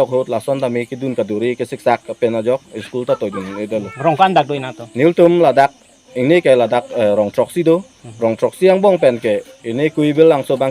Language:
Karbi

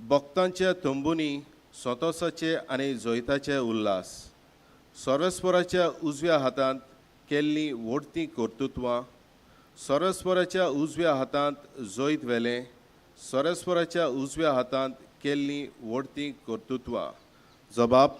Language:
Konkani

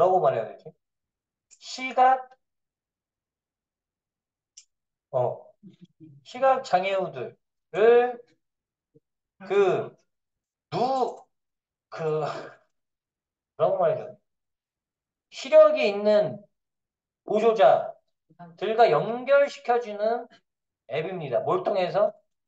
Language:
Korean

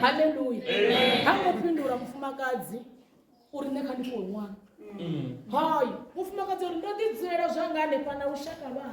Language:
Venda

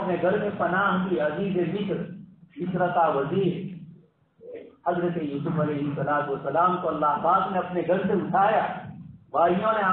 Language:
Urdu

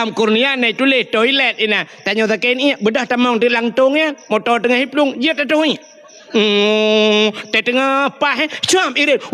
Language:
Achinese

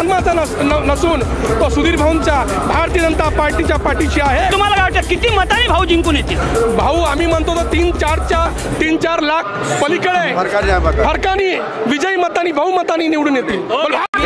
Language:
Marathi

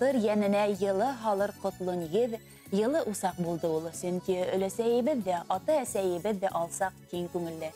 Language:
Bashkir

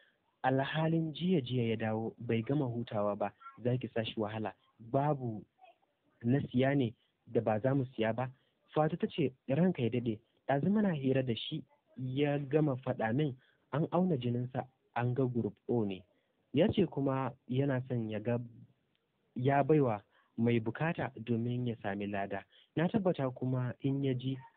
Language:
Hausa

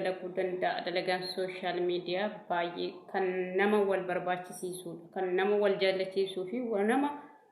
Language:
Oromo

